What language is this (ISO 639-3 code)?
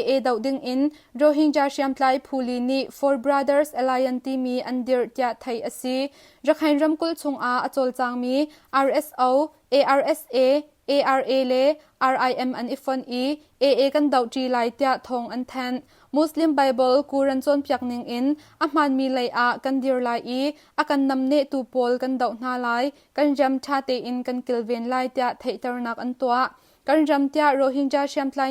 cnh